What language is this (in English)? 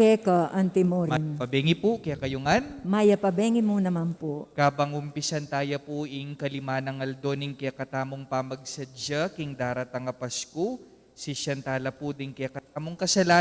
Pampanga